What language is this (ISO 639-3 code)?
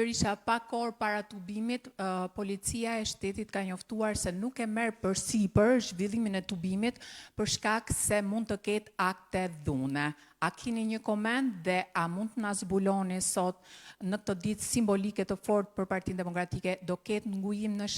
sqi